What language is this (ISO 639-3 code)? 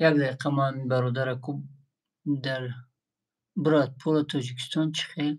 tgk